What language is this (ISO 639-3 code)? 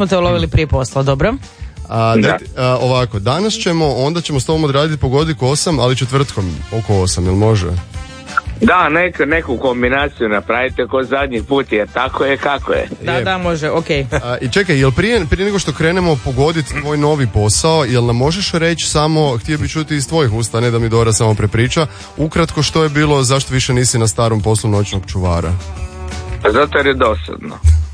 hrv